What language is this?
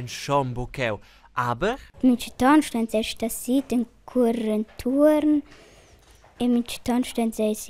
Romansh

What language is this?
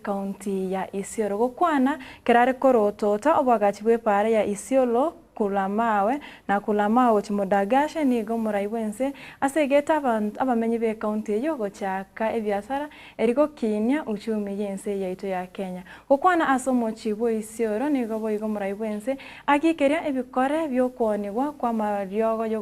Gusii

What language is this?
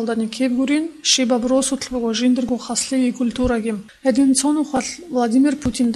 Avaric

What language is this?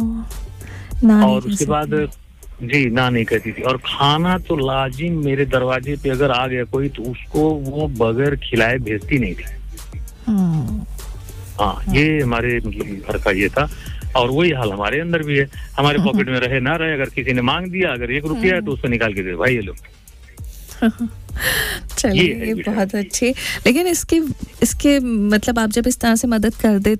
Hindi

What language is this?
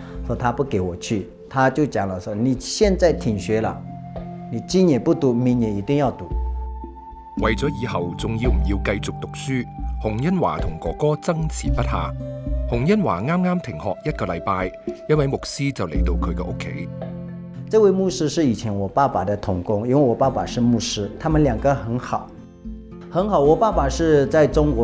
Chinese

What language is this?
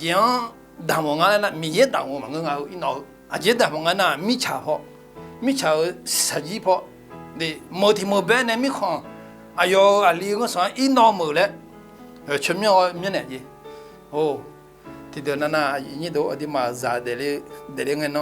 Akha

